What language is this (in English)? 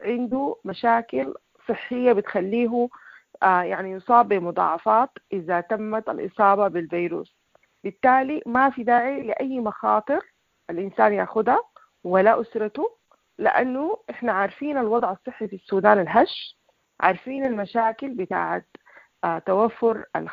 Sudanese Arabic